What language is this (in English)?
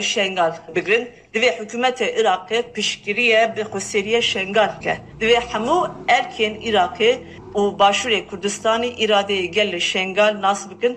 Kurdish